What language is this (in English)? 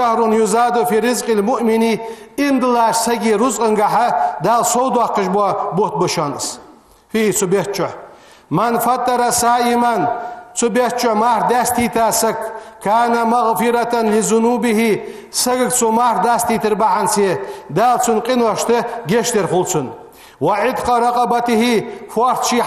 Ingush